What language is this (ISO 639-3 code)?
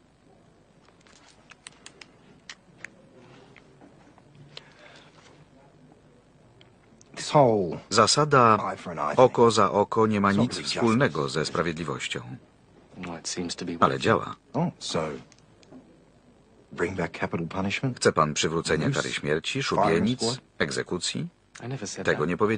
pol